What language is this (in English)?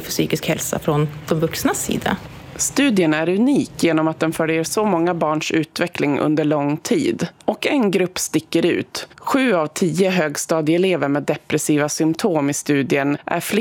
Swedish